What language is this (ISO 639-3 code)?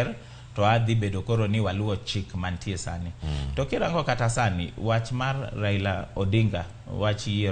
luo